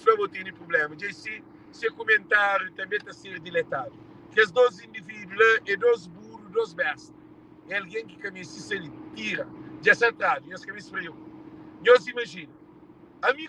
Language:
Kabuverdianu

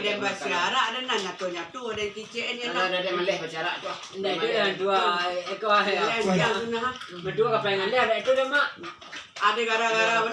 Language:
Minangkabau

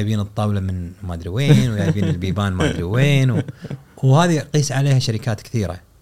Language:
Gulf Arabic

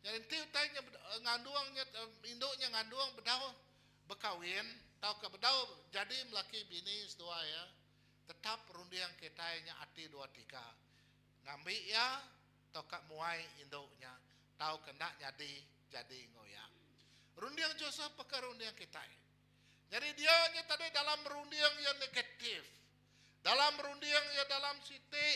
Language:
Iban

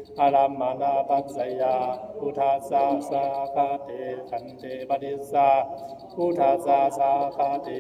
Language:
Pali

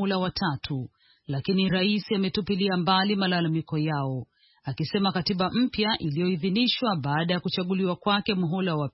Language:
Swahili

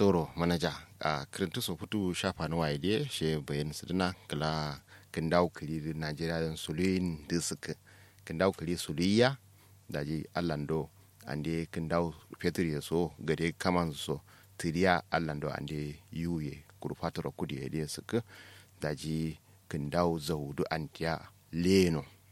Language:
Kanuri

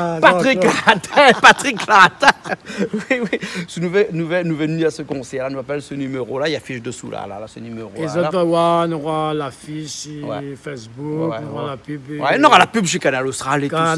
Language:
Réunion Creole French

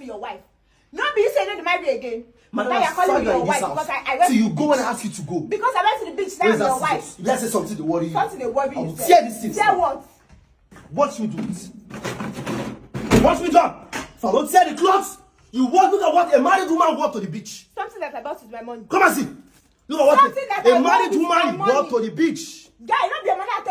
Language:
Nigerian Pidgin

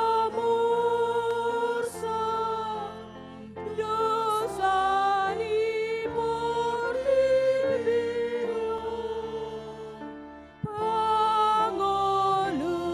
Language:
Batak Toba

